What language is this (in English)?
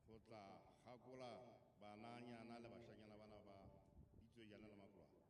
Southern Sotho